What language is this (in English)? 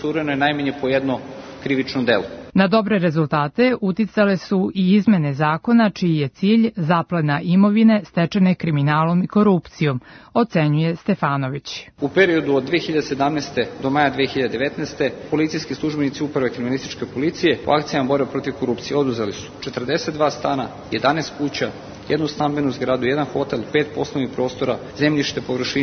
Serbian